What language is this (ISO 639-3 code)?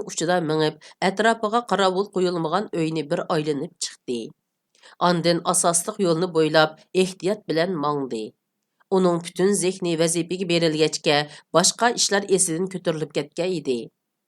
uig